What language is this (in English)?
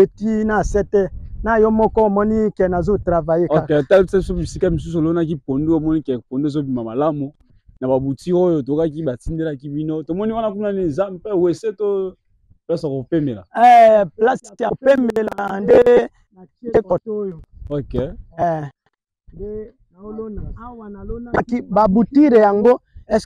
Lingala